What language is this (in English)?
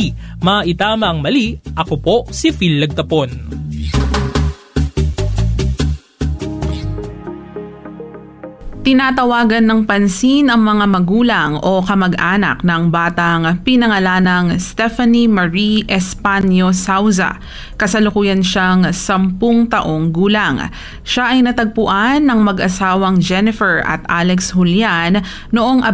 Filipino